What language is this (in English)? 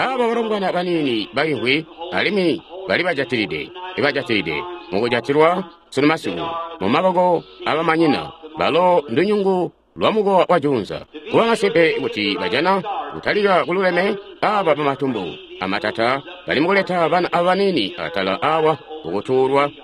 Tonga (Zambia)